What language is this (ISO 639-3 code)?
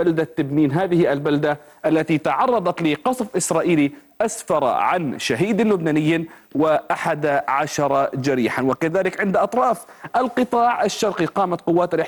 ara